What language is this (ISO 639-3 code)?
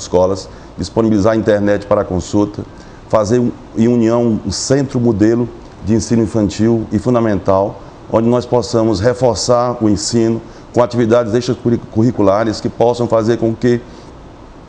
por